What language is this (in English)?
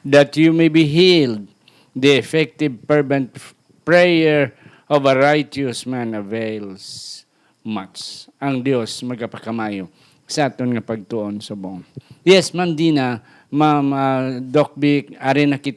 Hiligaynon